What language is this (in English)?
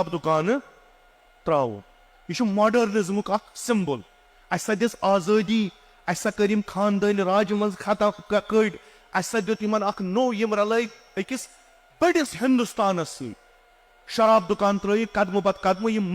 Kashmiri